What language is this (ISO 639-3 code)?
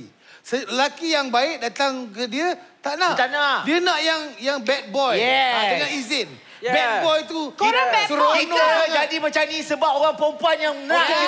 msa